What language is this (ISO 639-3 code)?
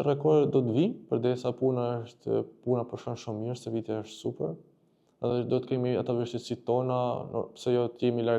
sqi